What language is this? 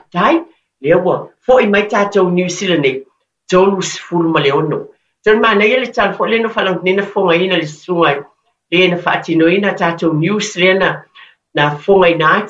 Samoan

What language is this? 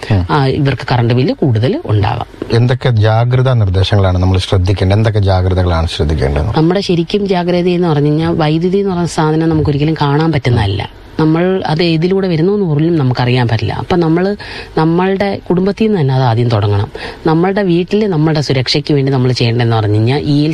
Malayalam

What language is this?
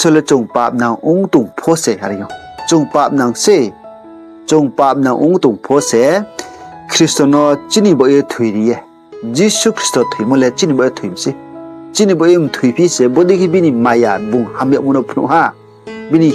Riang (India)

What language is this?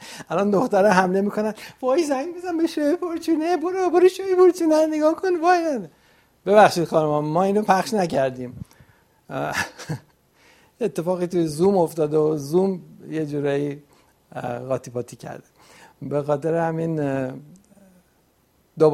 Persian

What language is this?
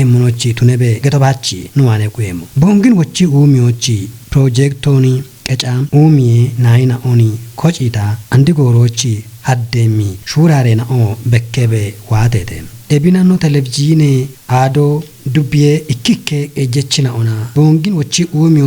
Kafa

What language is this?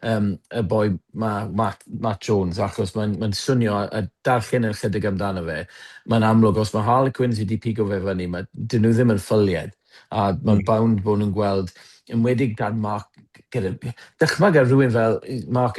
Welsh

